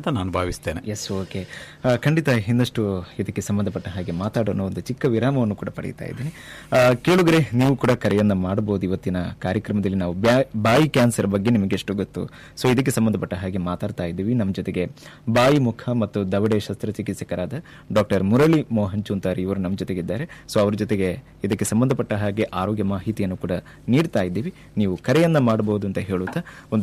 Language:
Kannada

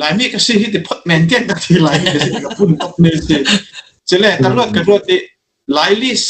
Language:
Falam Chin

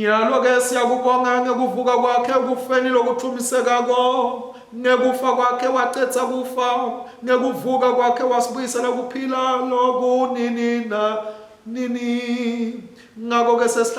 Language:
Swati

